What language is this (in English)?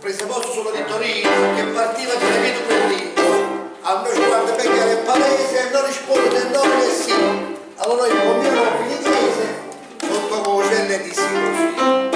Neapolitan